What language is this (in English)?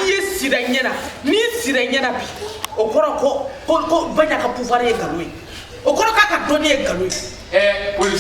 Bambara